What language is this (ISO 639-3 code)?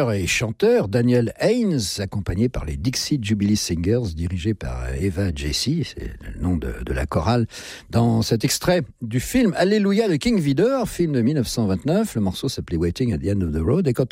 fra